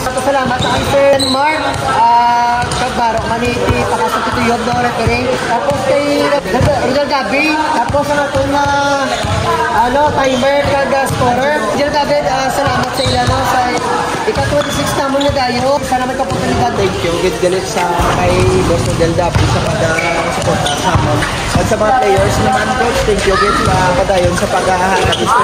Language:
Hiligaynon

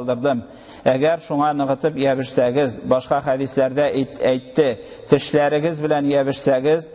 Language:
Tatar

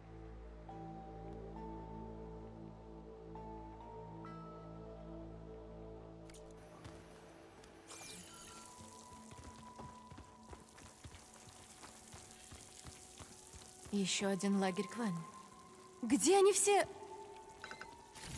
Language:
Russian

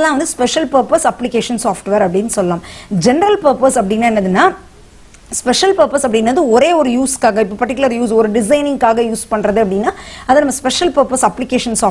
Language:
Tamil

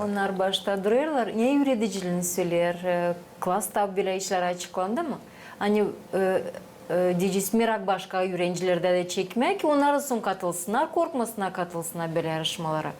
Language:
Gagauz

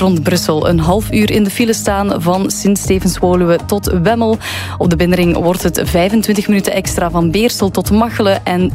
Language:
Dutch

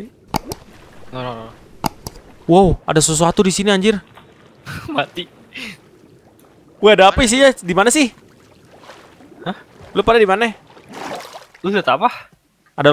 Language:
Indonesian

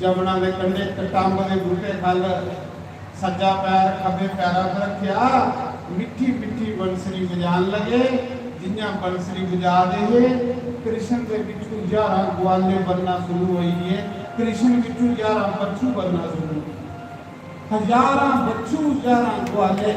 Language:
Dogri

